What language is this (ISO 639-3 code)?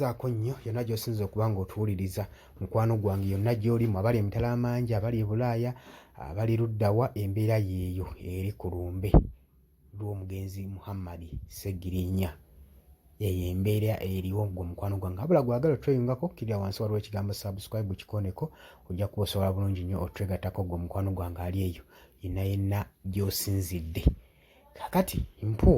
lug